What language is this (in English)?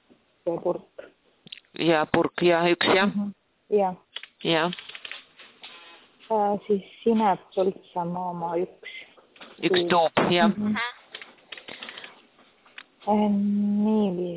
Estonian